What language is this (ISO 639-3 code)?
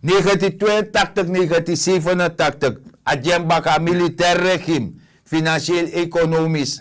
srn